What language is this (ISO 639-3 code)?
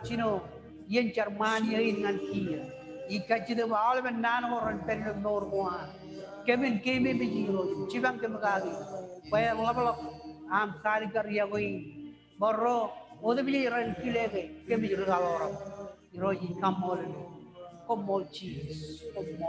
mah